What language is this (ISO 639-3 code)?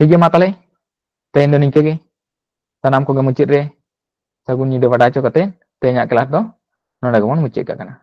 sat